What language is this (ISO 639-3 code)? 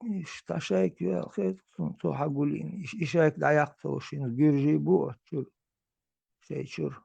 che